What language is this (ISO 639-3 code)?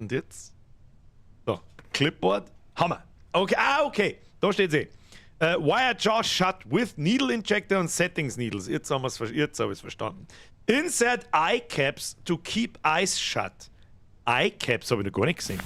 bar